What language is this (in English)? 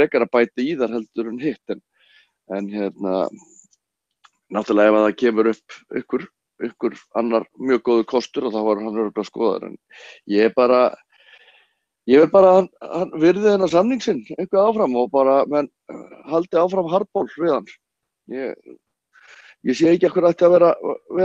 Icelandic